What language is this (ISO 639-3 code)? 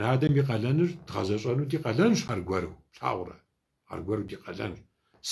kbd